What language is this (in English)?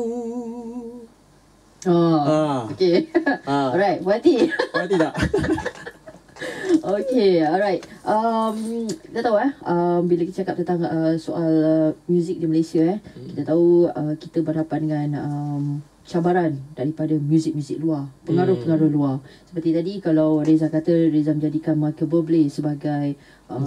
Malay